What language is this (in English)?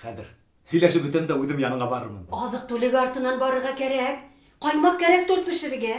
Bashkir